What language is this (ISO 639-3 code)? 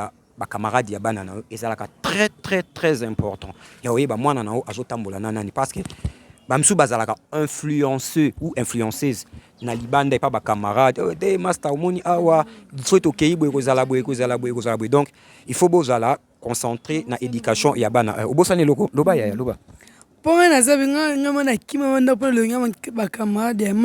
lin